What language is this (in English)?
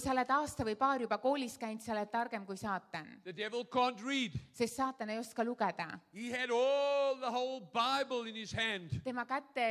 Estonian